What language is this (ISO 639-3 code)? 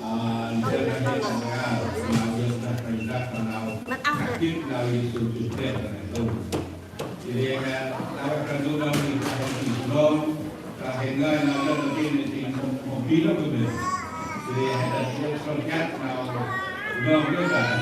cmo